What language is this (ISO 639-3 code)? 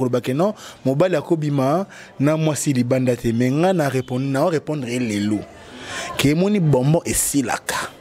lin